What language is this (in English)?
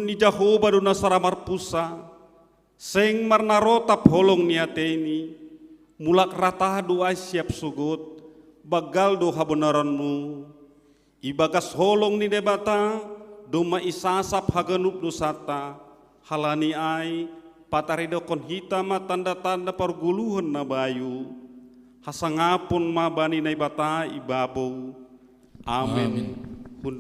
Batak Simalungun